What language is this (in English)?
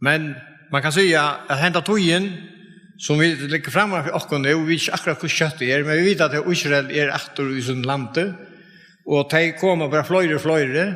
Faroese